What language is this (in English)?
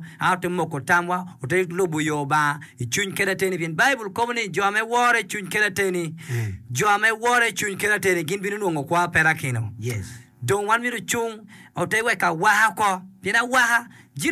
Acoli